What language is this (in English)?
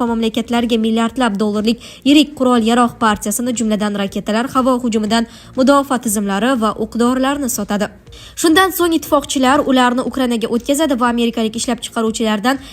Uzbek